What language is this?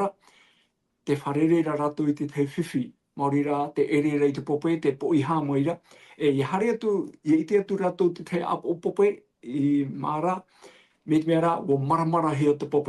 Tahitian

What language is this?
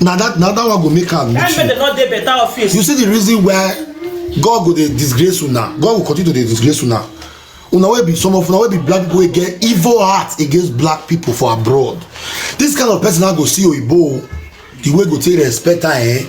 Nigerian Pidgin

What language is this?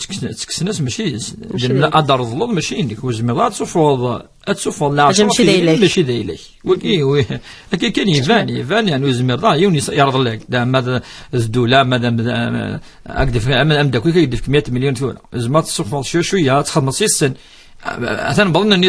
Kabyle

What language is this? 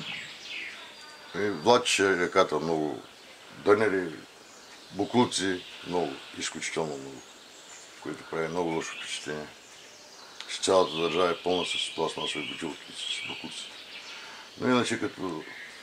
Bulgarian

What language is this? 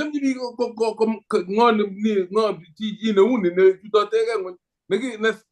Kalenjin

